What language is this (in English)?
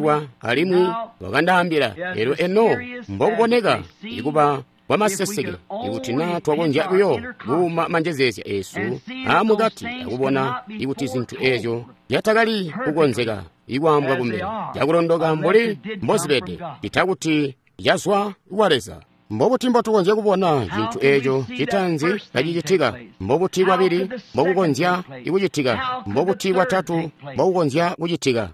Tonga (Zambia)